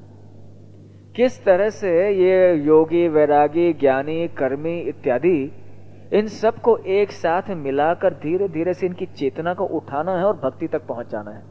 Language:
Hindi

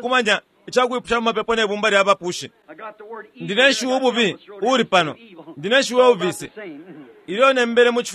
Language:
Bemba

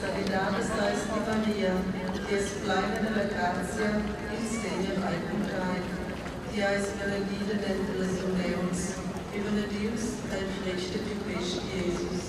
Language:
Romansh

